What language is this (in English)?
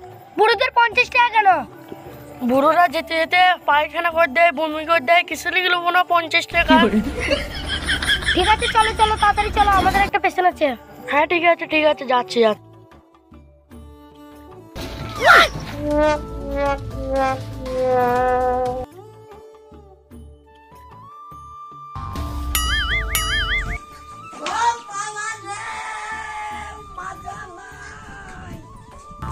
Bangla